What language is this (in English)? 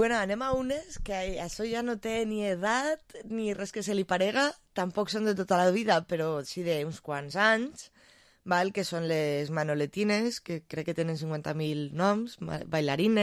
Catalan